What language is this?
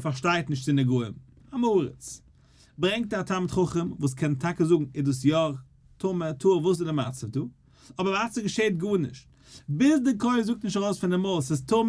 Yiddish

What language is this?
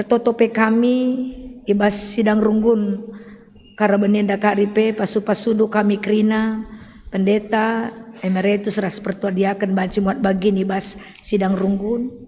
Batak Karo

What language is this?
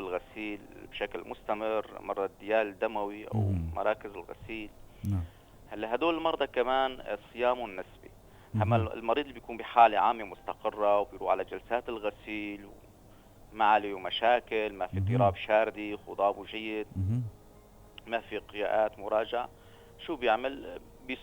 North Levantine Arabic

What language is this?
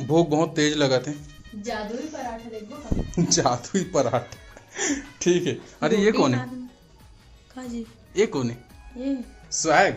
Chhattisgarhi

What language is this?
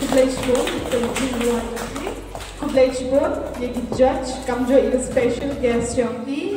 Khasi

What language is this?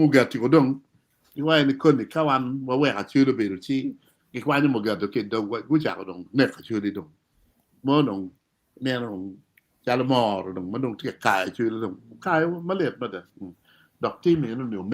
Acoli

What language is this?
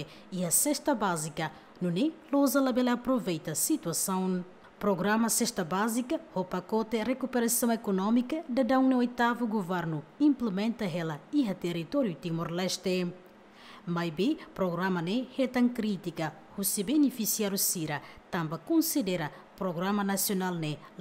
Tetum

